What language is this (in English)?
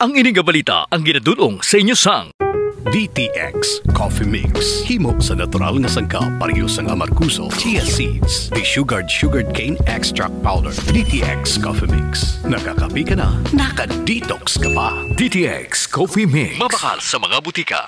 Hiligaynon